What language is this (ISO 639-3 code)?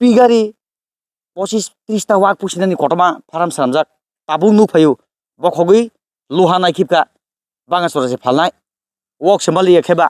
trp